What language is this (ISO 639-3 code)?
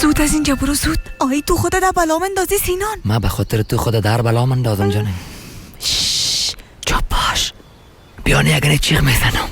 fas